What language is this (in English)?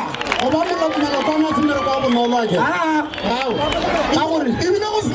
Northern Sotho